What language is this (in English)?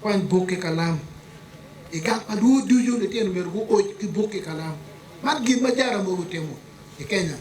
Acoli